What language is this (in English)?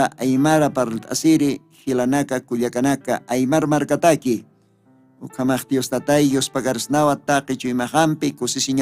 Aymara